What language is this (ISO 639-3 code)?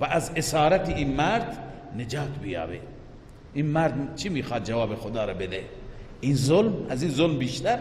fas